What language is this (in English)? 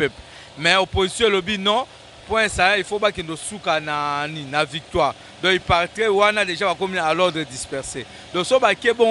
Lingala